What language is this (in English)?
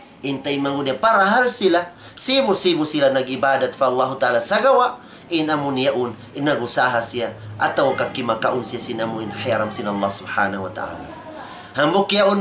Tausug